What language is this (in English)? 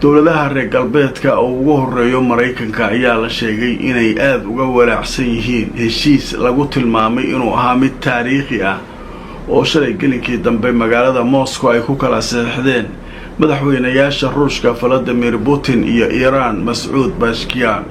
Somali